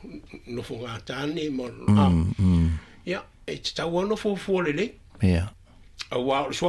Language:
Samoan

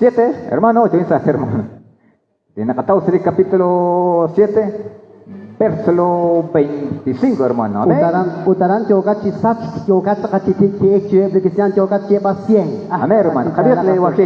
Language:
Kekchí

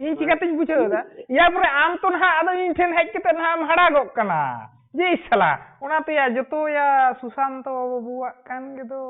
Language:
Santali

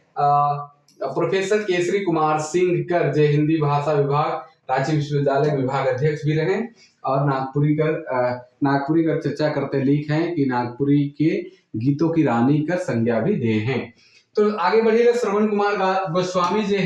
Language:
Sadri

